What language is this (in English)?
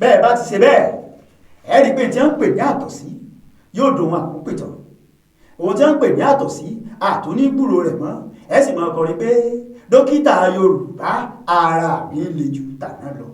Yoruba